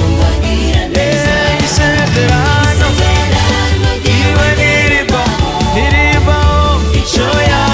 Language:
Kinyarwanda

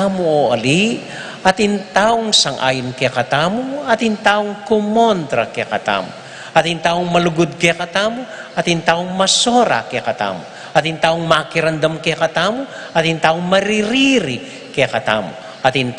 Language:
Pampanga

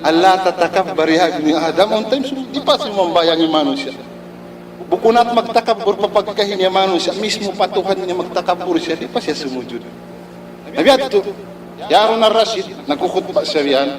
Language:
Tausug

